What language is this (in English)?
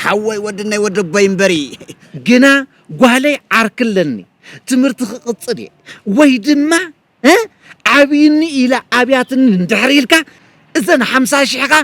Tigrinya